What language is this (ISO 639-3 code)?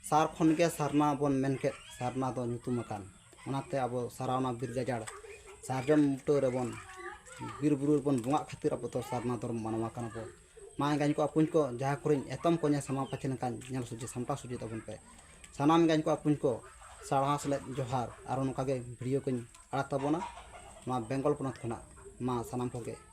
sat